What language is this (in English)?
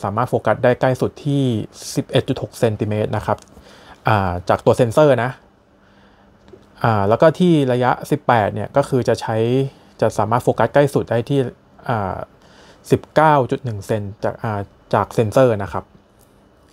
Thai